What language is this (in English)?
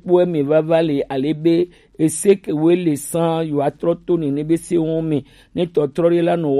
Gen